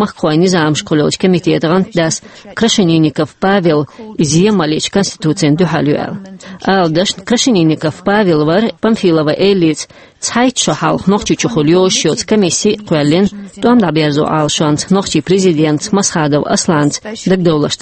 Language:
Chechen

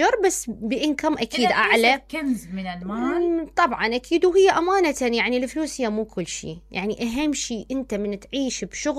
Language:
Mesopotamian Arabic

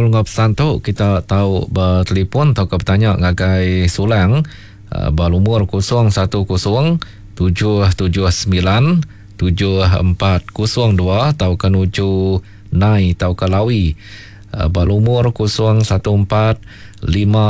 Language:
Iban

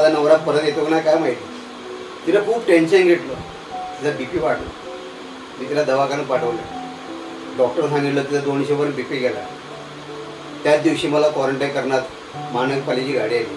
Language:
Marathi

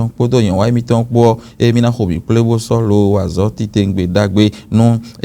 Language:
Fon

